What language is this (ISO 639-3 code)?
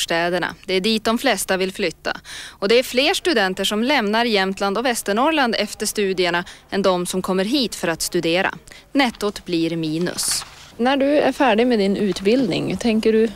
swe